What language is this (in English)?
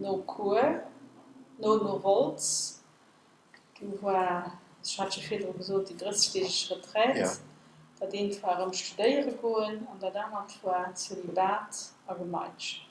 Luxembourgish